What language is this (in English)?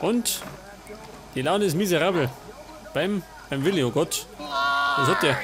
Bavarian